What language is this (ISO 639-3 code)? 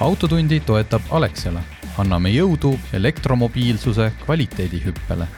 est